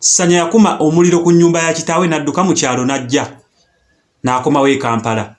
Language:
Ganda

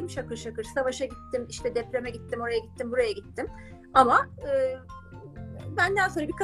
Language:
Turkish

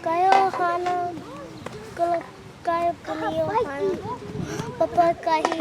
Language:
Hawaiian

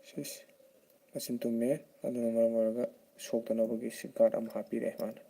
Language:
Manipuri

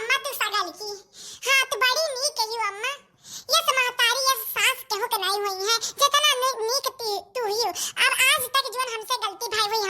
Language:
Awadhi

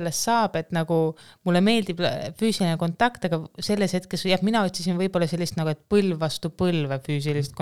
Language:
Estonian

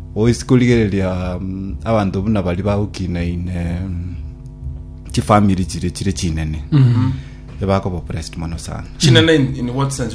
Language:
Gusii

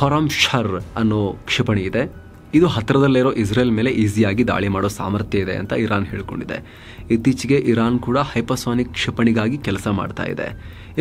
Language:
Kannada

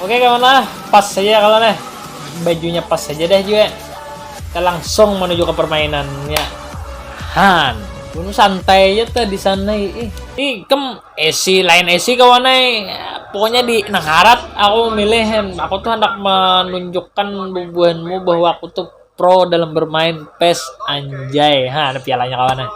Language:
Banjar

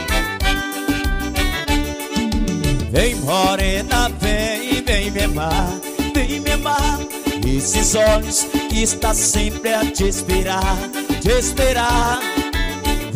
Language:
Portuguese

